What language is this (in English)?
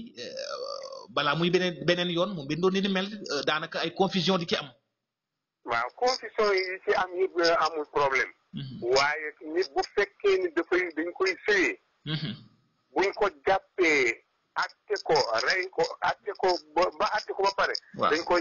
Wolof